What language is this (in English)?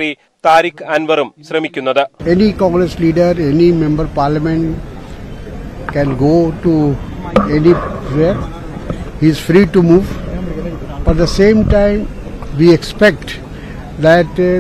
Malayalam